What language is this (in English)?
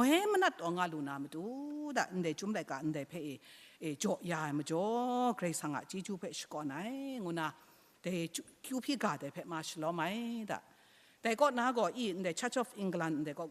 Kachin